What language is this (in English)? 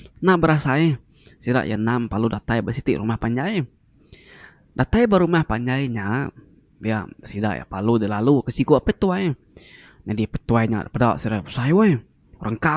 Iban